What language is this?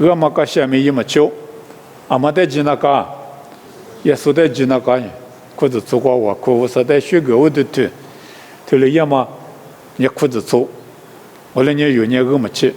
Lisu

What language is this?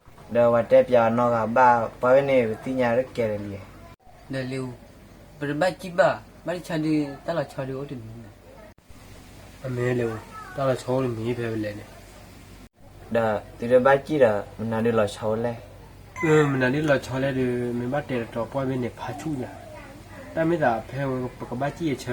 S'gaw Karen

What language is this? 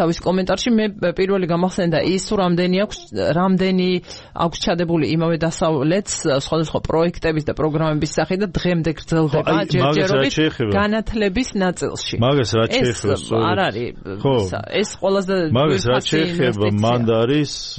Georgian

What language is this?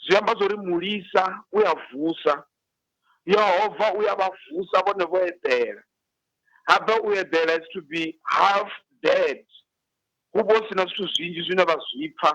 Venda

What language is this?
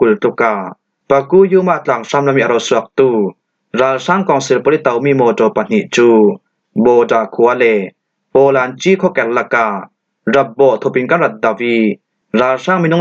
Falam Chin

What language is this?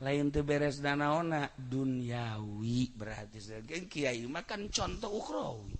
Sundanese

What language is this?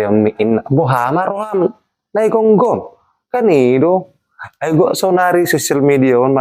Batak Toba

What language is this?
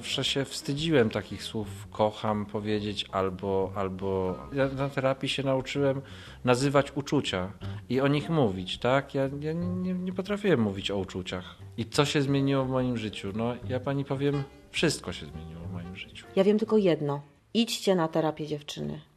Polish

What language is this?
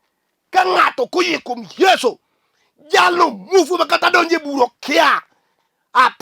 Luo (Kenya and Tanzania)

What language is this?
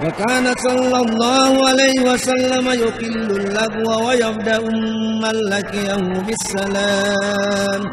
Buginese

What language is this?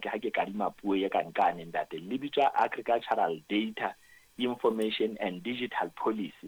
Southern Sotho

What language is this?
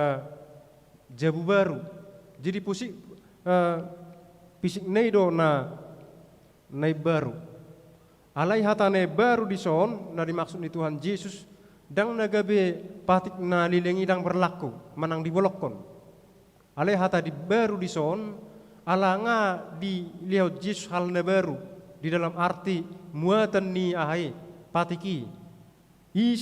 Batak Toba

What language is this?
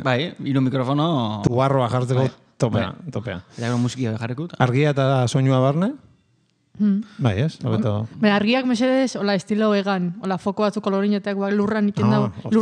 Basque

